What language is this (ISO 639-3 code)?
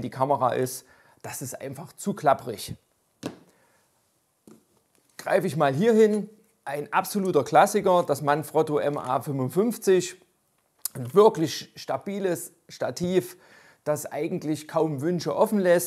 deu